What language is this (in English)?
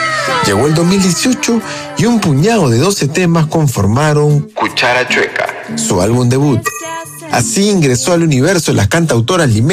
Spanish